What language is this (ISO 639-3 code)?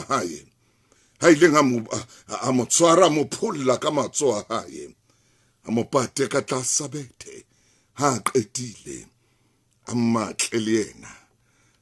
sot